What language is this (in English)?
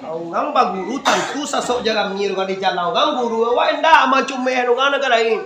Minangkabau